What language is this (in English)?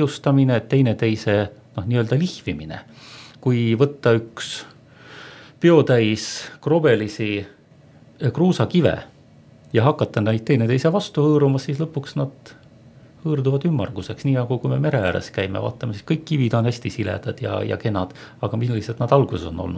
Estonian